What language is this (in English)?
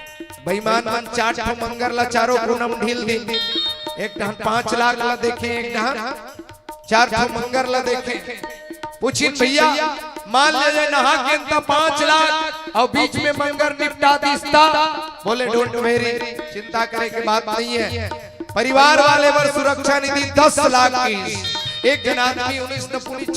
Chhattisgarhi